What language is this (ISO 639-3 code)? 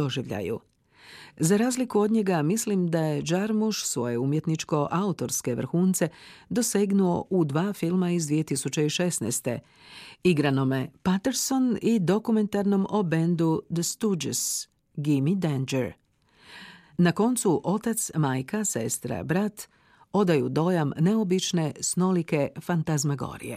hrv